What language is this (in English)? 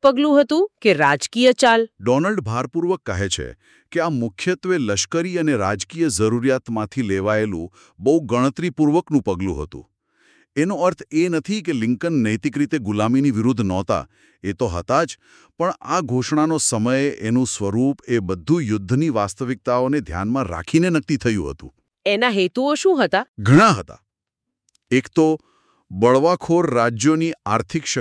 Gujarati